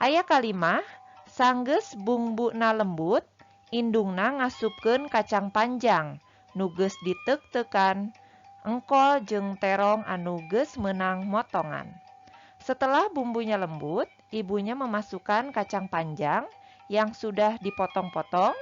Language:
Sundanese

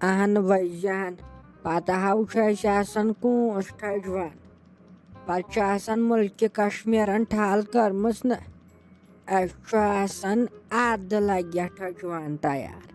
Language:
Kashmiri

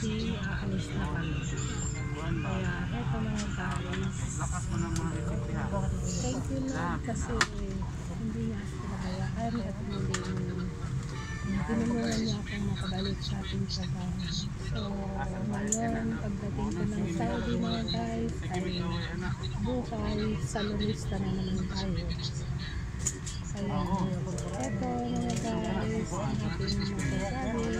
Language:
Filipino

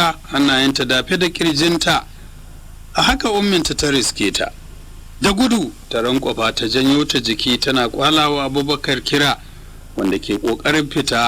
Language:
Hausa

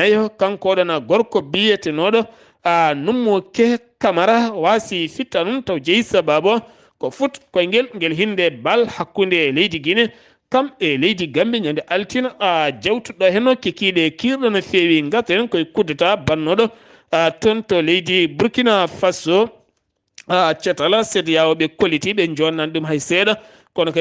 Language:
Fula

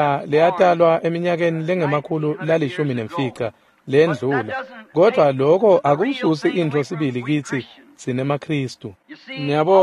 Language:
Swati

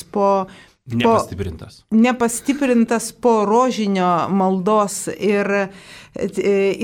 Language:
Lithuanian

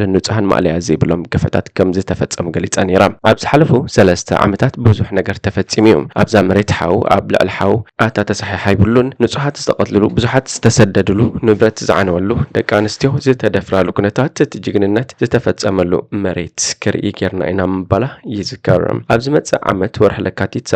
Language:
Tigrinya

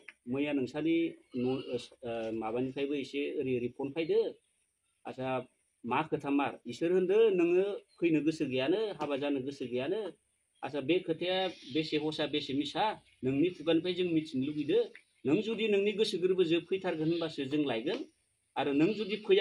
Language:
Bodo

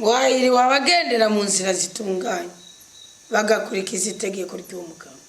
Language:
Rundi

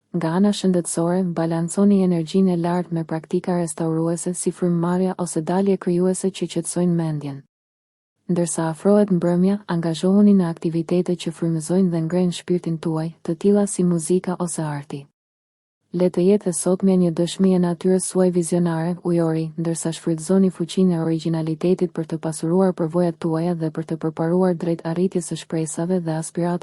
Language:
Albanian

